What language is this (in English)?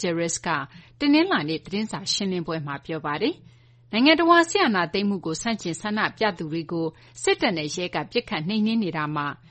Burmese